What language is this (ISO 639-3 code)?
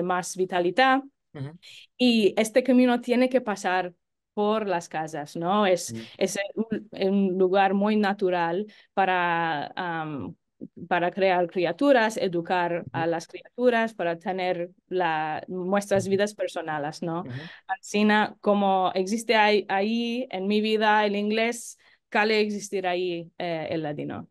lad